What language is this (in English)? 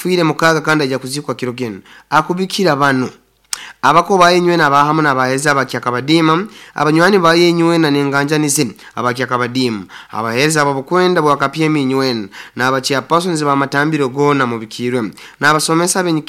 Nyoro